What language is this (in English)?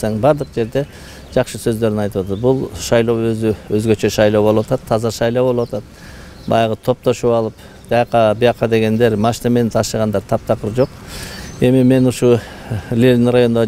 Kyrgyz